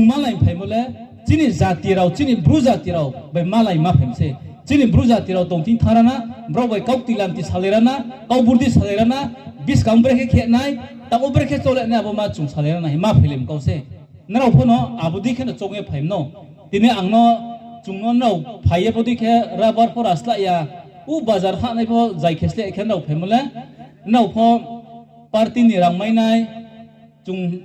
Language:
Riang (India)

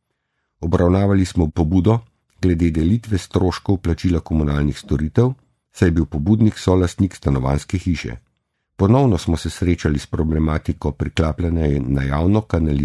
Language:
Slovenian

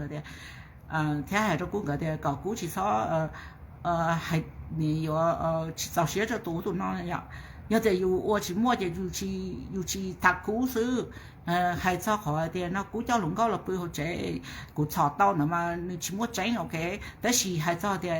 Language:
Hmong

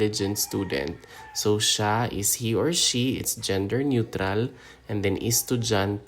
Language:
Hiligaynon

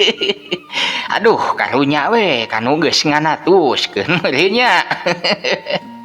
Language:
Sundanese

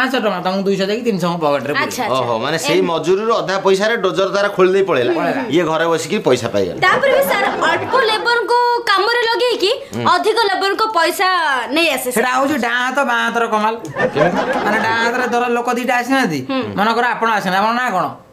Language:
Odia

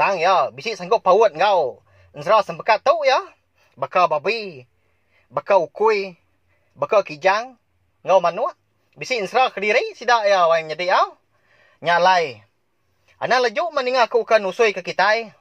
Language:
Iban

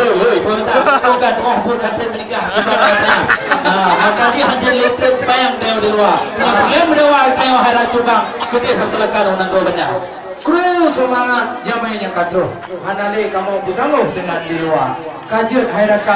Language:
Achinese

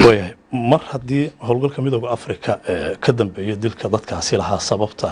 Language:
Somali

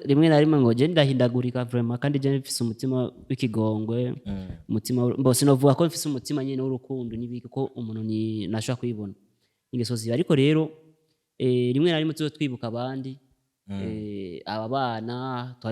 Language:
Rundi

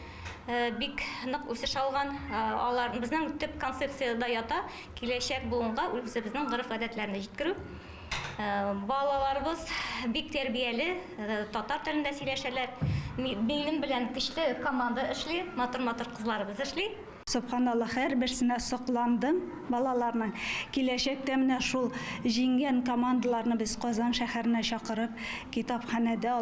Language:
Tatar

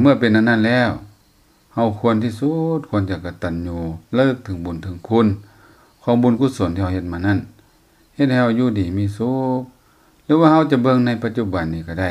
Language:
Lao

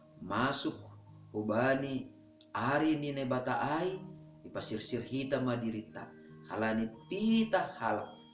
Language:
Batak Simalungun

